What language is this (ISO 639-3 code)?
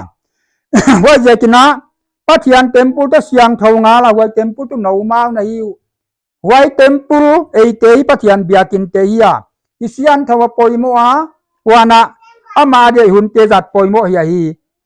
pck